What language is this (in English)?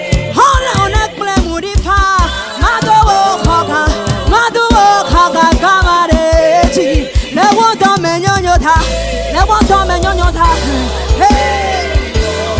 Ewe